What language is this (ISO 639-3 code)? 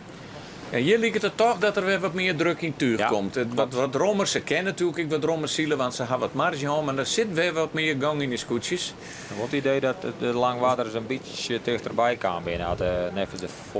fry